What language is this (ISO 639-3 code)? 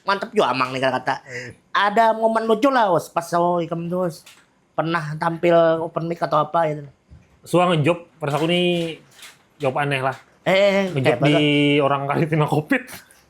bjn